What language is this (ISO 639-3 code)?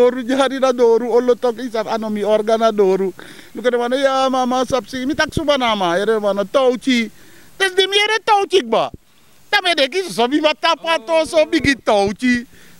srn